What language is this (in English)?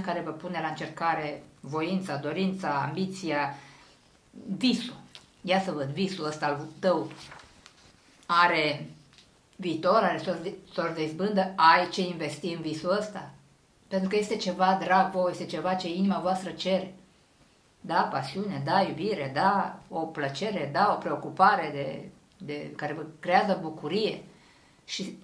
Romanian